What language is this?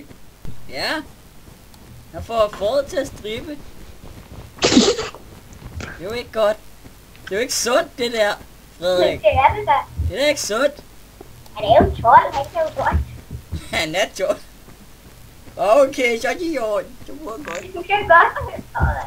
Danish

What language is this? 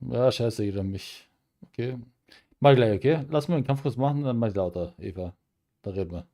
Bavarian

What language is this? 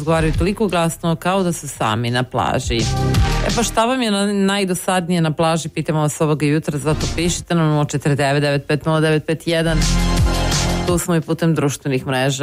Serbian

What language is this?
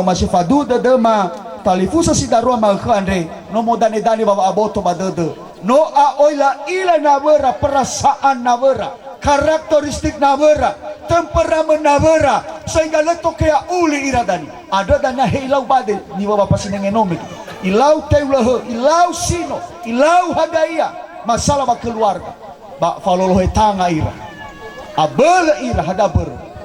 Nias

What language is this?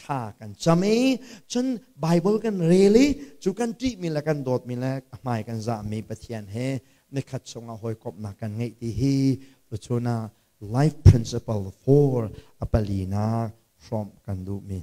Hakha Chin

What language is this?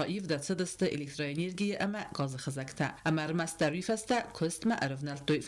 Ossetic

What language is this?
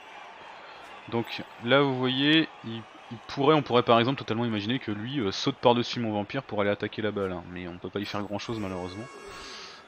French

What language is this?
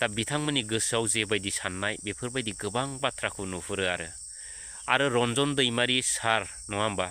Bodo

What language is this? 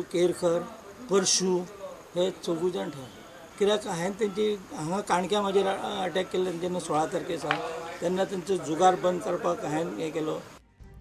Konkani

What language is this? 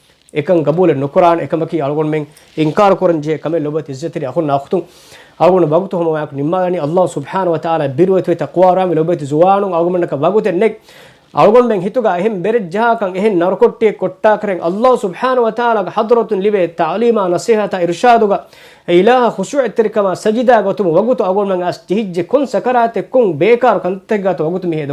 Divehi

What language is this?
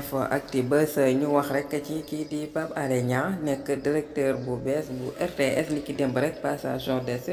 Wolof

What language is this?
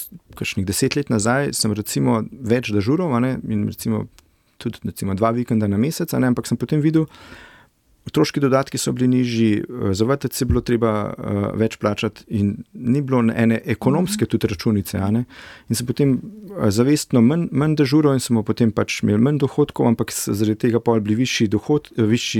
Slovenian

